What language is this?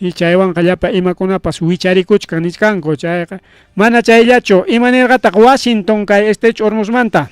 Ayacucho Quechua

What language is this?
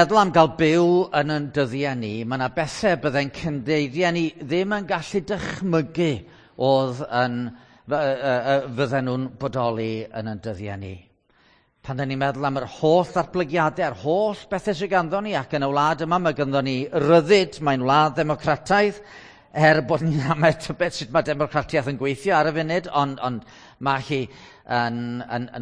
Welsh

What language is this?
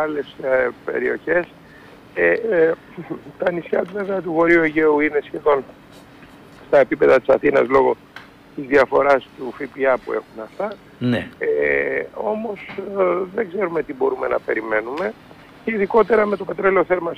Greek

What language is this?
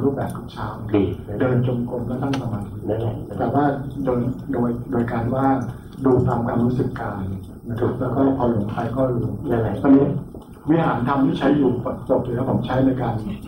Thai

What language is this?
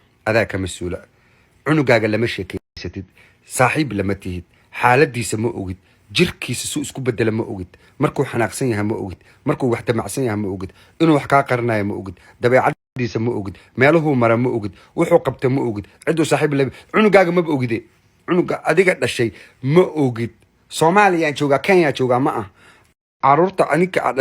Somali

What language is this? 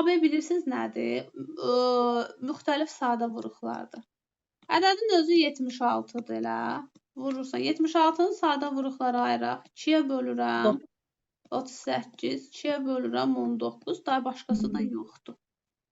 Azerbaijani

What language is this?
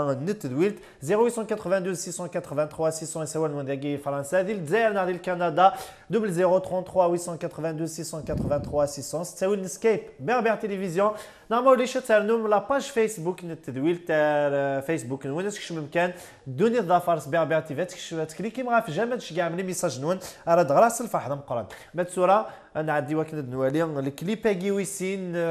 Kabyle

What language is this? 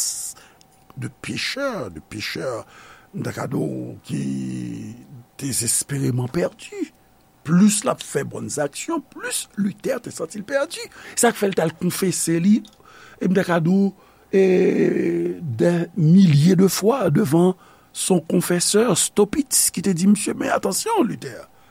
Haitian Creole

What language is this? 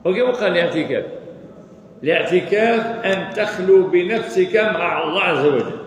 Kabyle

